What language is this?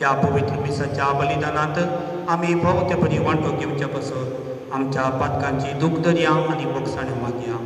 Konkani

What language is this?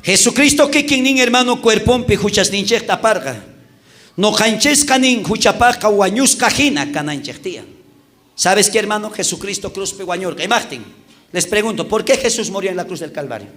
South Bolivian Quechua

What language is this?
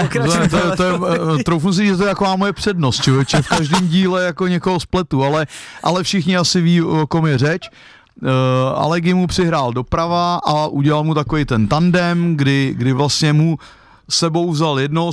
Czech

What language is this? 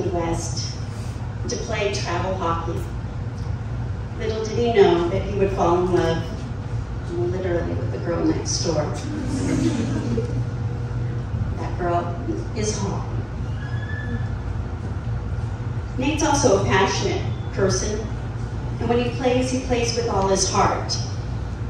English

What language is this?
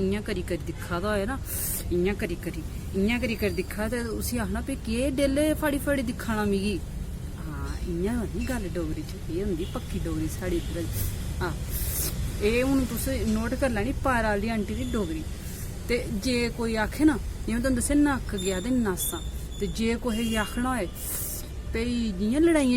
Dogri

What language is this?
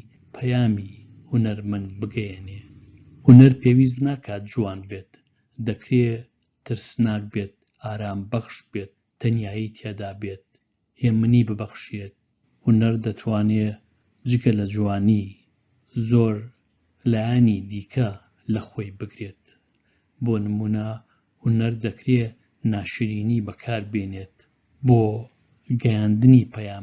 Central Kurdish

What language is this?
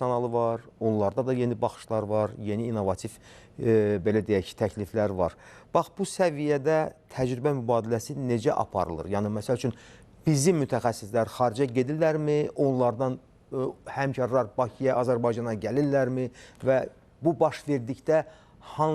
Azerbaijani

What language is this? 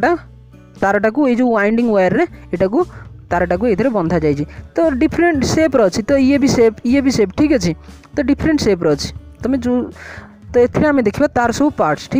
Hindi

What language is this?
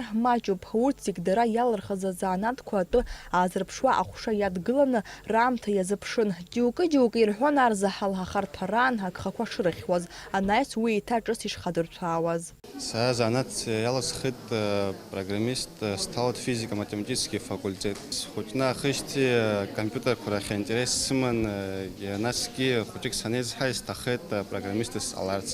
Abkhazian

